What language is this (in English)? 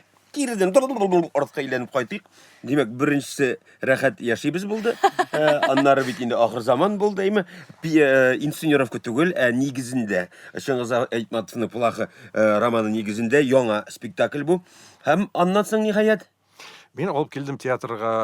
Tatar